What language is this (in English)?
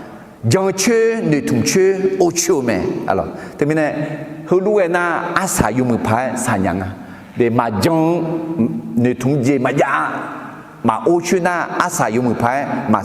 Akha